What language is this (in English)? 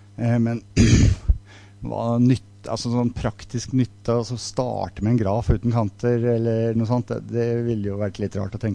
Norwegian